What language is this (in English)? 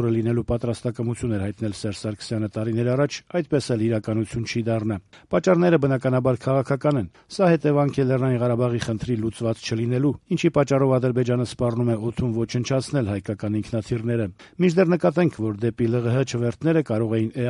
Armenian